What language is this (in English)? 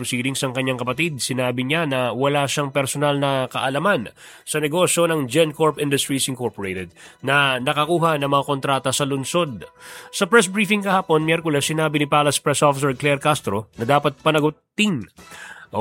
Filipino